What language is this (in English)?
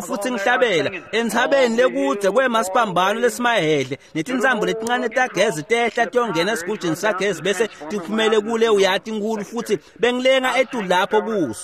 Swati